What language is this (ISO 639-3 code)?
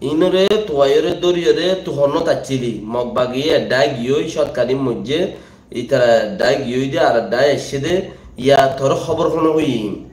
rhg